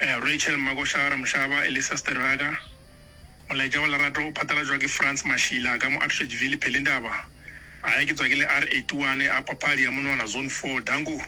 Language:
Northern Sotho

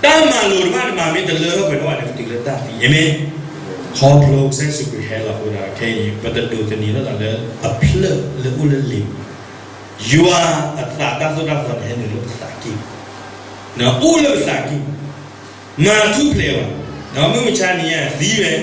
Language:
S'gaw Karen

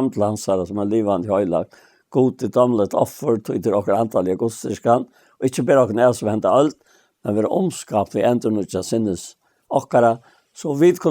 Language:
Faroese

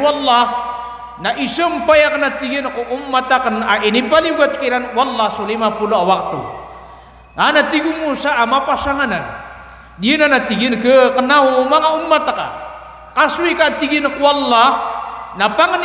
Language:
Maranao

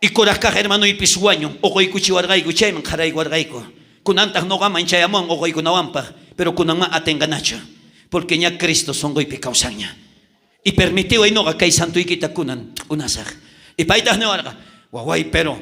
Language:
South Bolivian Quechua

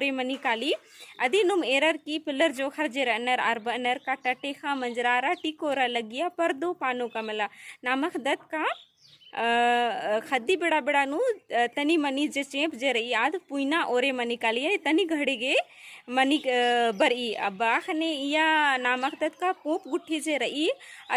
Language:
Kurukh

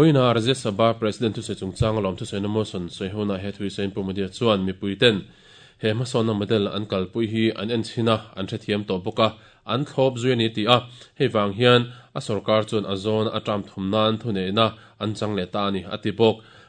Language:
Mizo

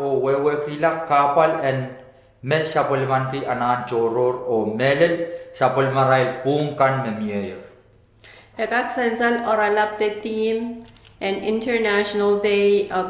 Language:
Pohnpeian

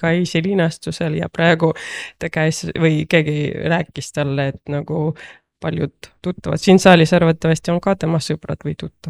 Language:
Estonian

